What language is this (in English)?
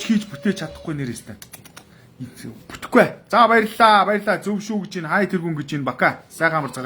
Mongolian